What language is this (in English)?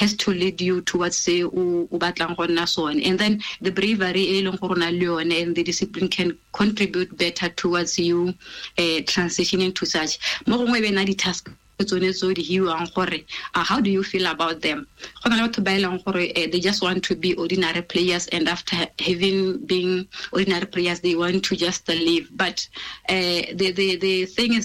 Tswana